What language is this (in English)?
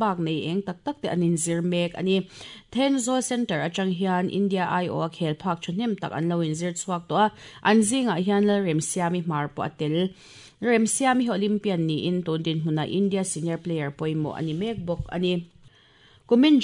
Mizo